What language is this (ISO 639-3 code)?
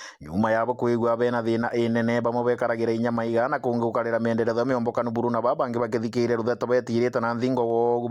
mer